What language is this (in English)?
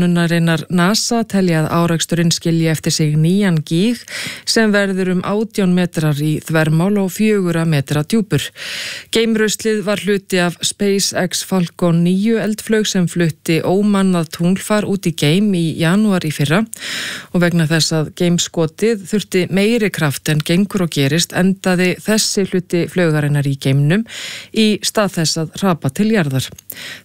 Icelandic